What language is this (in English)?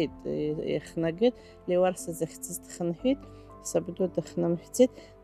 Abkhazian